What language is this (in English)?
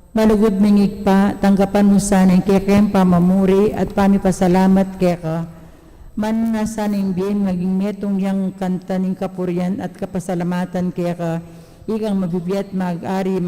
Pampanga